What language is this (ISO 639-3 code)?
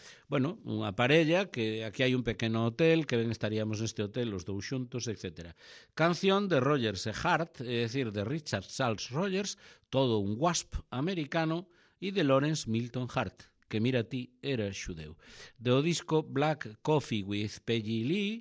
glg